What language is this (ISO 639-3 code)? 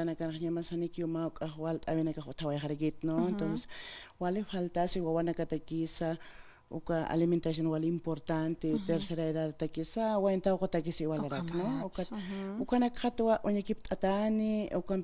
aym